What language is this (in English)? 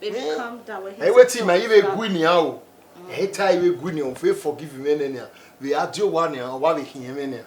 Bini